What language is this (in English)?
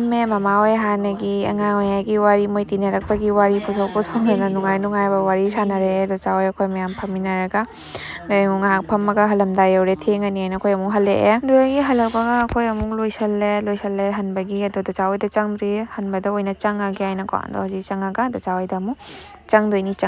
Manipuri